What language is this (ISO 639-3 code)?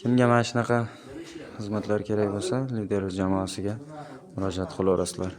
uzb